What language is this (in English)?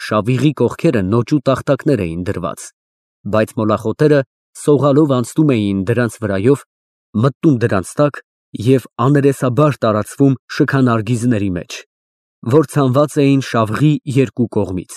Armenian